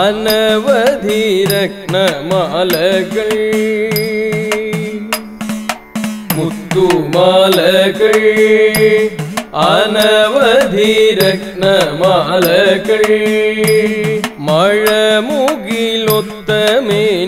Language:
Malayalam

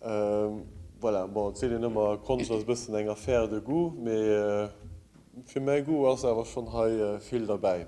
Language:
Luxembourgish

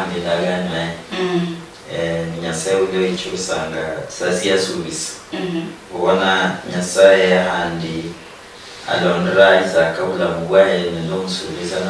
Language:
Luyia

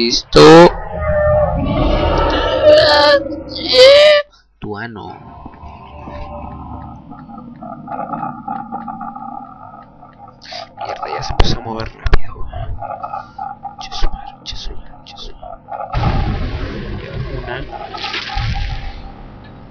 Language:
Spanish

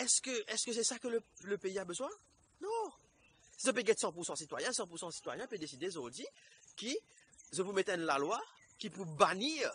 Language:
Morisyen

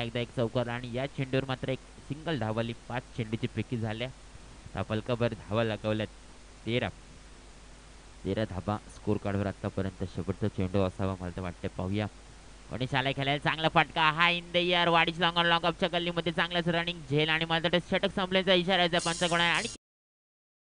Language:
Marathi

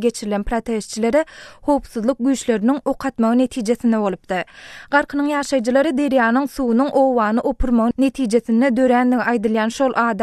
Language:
Turkmen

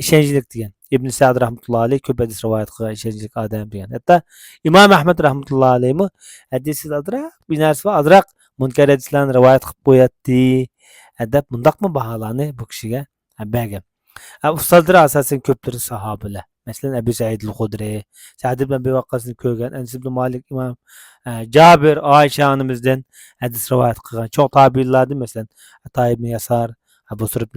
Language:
Uyghur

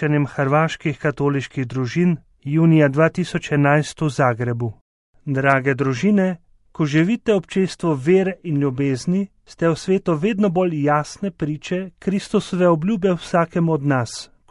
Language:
Slovenian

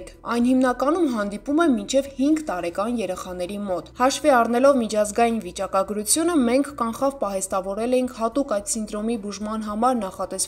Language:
Armenian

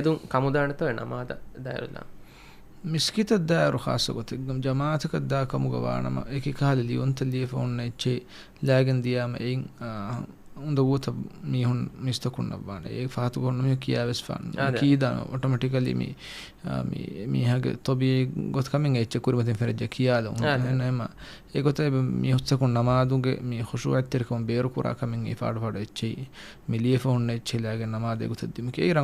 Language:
Divehi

